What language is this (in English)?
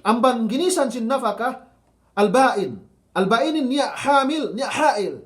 Yakan